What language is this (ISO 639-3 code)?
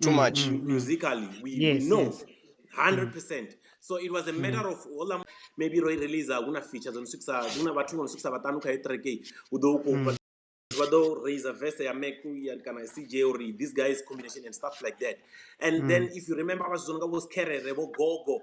ven